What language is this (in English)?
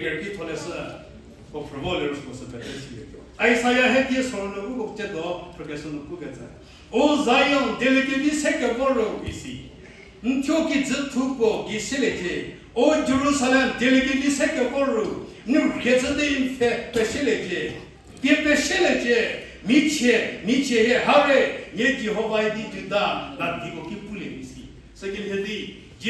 Angami Naga